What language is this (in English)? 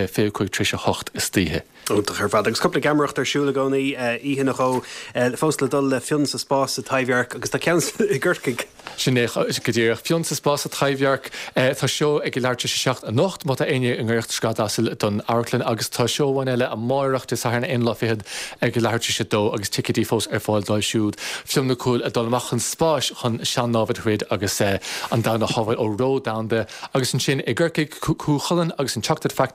Irish